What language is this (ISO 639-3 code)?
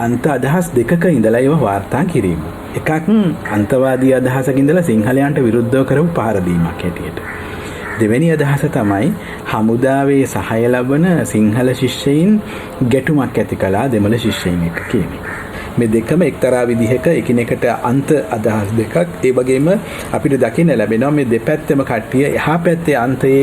sin